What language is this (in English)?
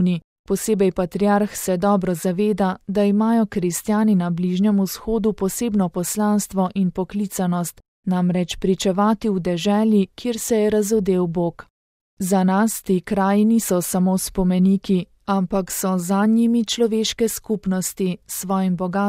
Slovenian